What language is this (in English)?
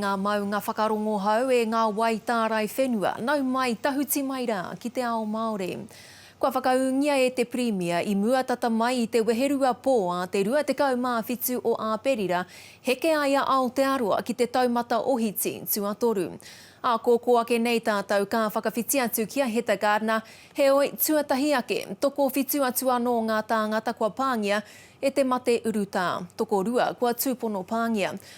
Māori